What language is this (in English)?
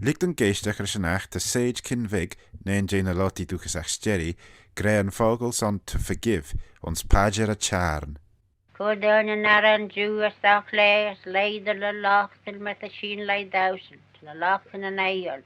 Manx